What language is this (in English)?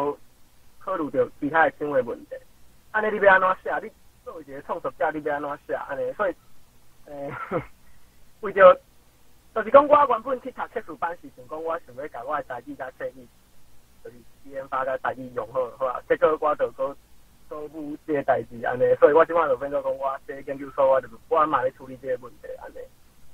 Min Nan Chinese